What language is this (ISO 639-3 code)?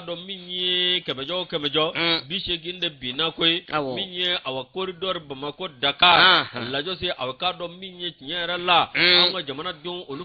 bam